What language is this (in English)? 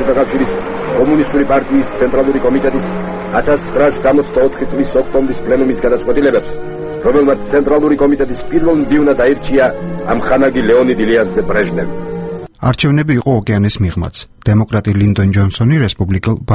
Georgian